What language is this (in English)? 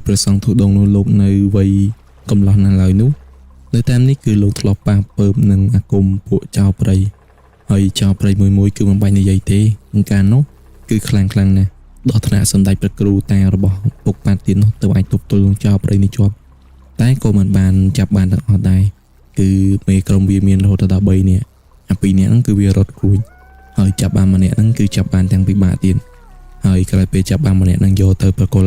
Khmer